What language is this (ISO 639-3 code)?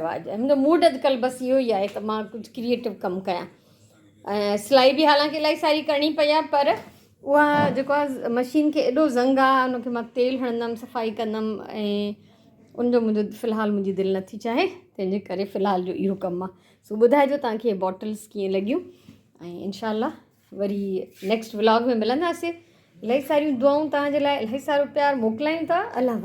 snd